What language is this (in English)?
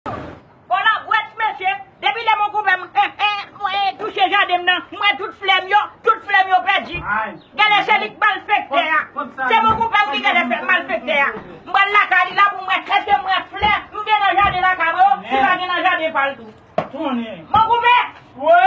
Haitian Creole